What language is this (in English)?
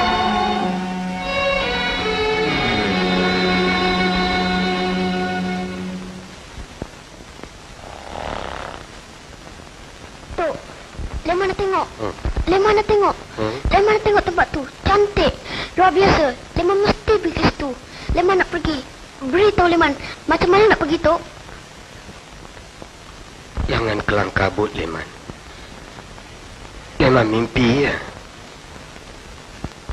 Malay